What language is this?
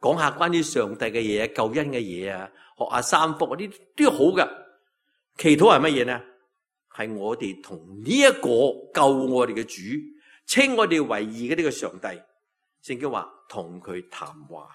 Cantonese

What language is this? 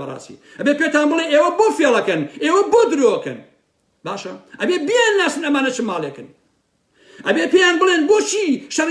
Central Kurdish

